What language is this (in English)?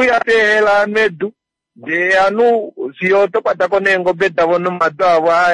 Kuanyama